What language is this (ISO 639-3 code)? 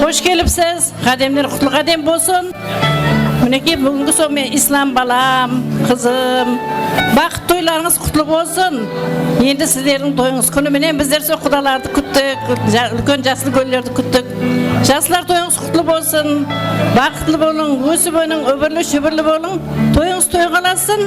kaa